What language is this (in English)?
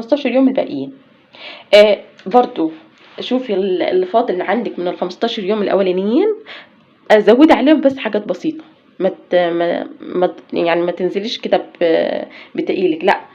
Egyptian Arabic